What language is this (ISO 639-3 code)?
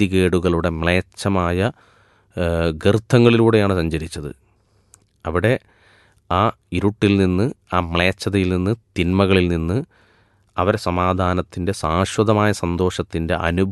mal